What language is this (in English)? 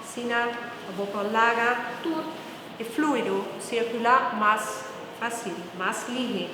Papiamento